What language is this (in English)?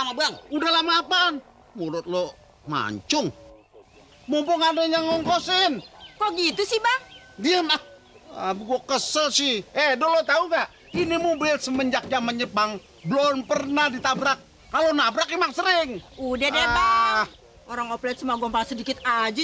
Betawi